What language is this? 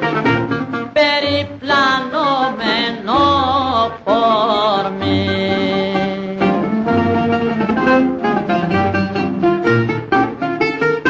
Greek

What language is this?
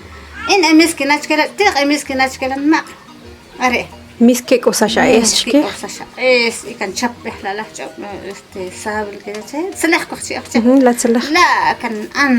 Achi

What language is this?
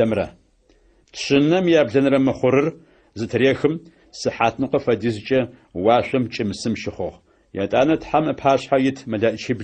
Adyghe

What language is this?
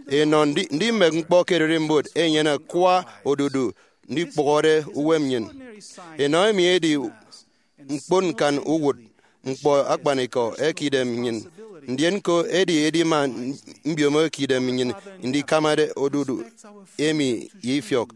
Efik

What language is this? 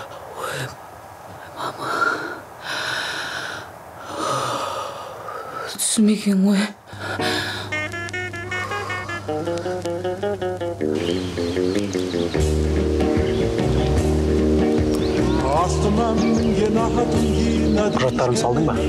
Kazakh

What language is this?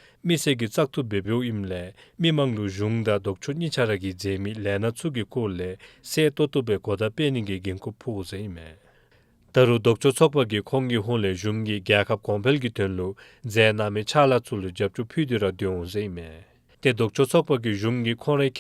Dzongkha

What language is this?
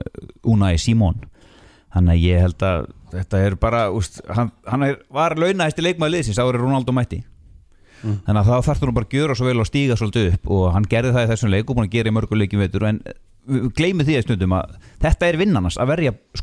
Icelandic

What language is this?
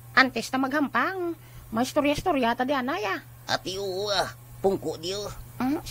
Hiligaynon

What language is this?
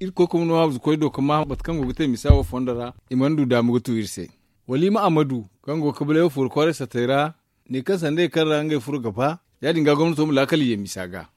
Zarma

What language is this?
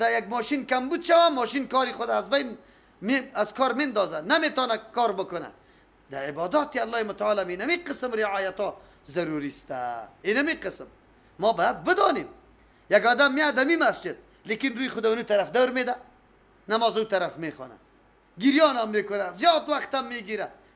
Persian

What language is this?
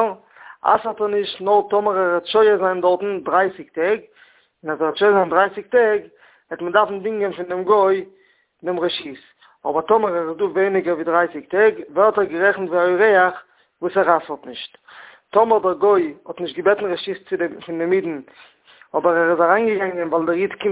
Yiddish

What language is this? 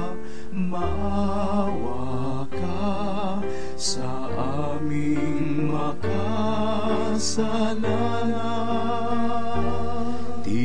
Filipino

